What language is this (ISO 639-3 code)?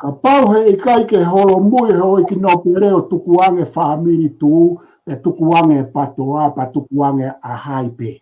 ton